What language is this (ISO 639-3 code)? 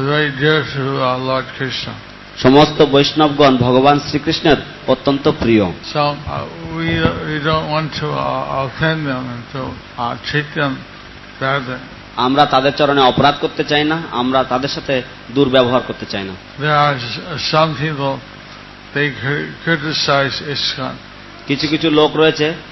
ben